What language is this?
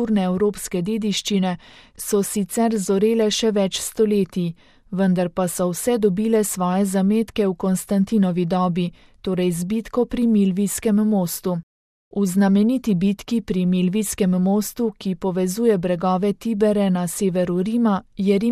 Slovenian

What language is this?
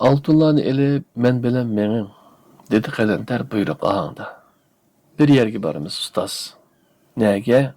Uyghur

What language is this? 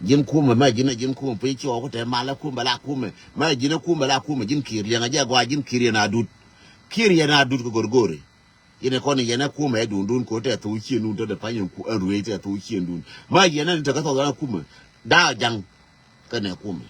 Nuer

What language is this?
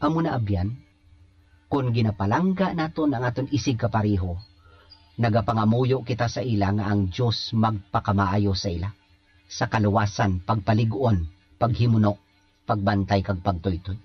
Hiligaynon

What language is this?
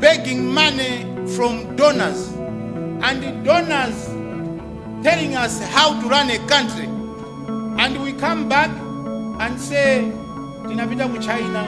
Nyanja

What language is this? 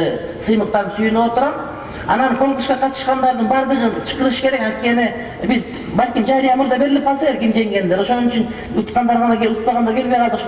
Kyrgyz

